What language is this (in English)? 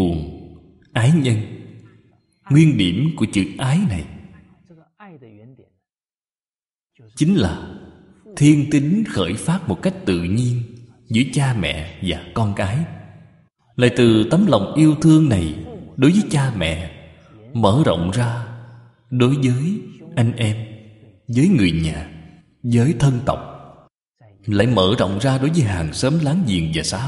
Vietnamese